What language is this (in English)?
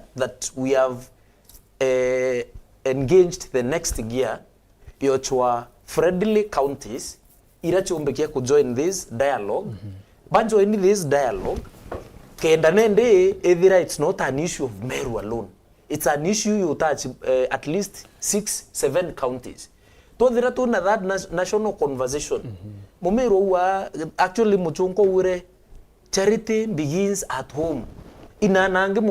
Meru